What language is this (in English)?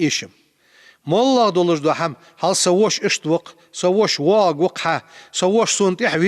Ingush